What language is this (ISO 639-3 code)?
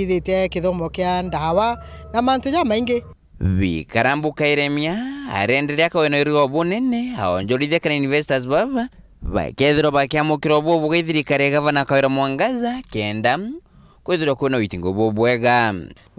mer